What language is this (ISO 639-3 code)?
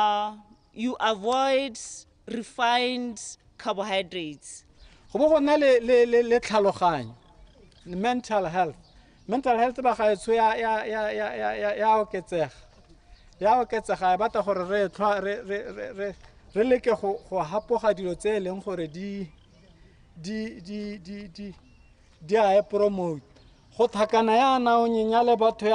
tsn